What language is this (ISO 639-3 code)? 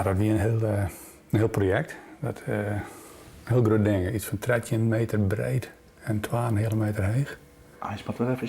fry